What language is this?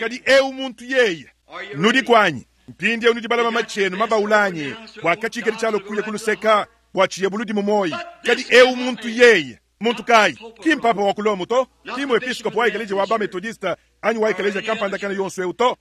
Luba-Lulua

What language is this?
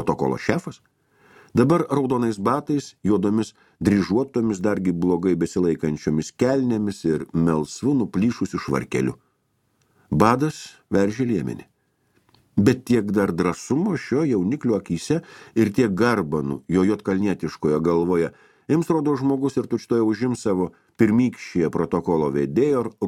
Lithuanian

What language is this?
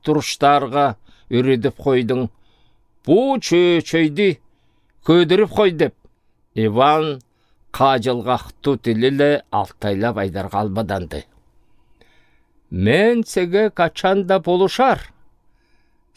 Southern Altai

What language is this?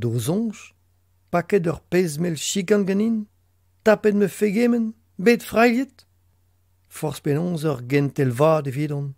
Breton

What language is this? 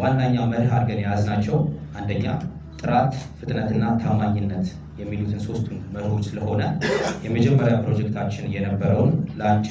Amharic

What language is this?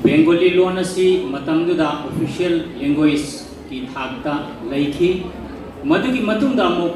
Manipuri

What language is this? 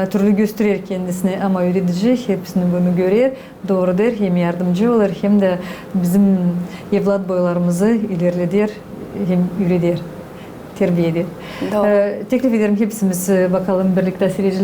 Gagauz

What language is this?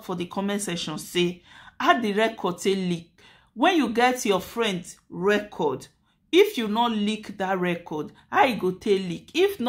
Nigerian Pidgin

